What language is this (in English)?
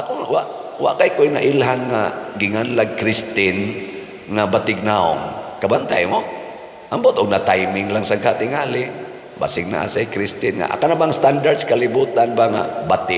Cebuano